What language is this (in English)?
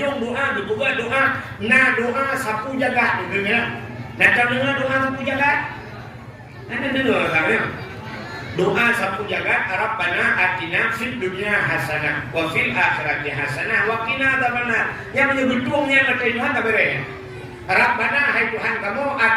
Achinese